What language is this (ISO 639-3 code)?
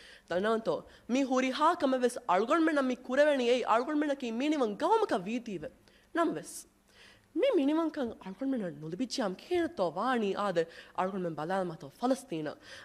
div